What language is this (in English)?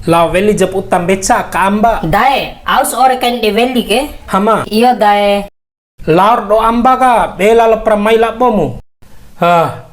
Bima